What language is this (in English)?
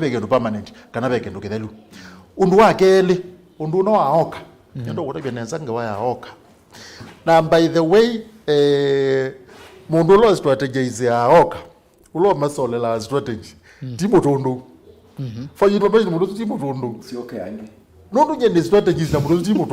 Kamba